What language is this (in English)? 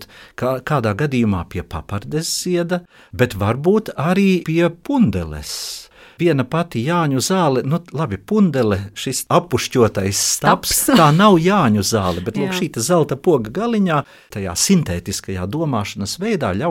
Latvian